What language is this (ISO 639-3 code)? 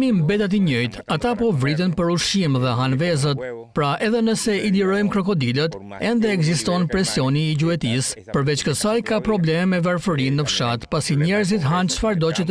sqi